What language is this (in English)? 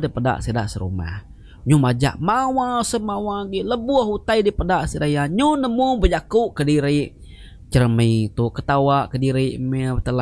Iban